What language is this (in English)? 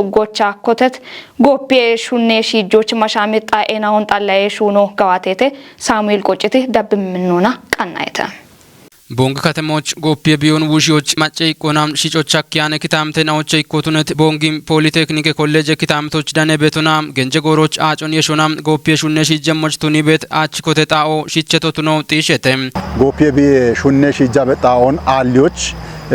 Kafa